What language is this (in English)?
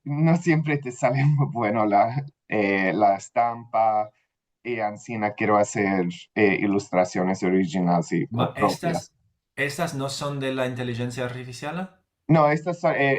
Ladino